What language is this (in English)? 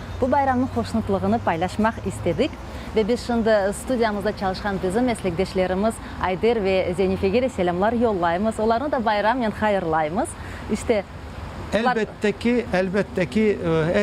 Crimean Tatar